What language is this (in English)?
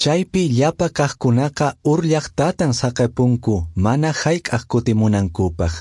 Quechua